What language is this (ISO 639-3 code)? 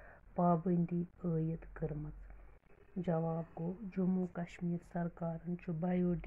kas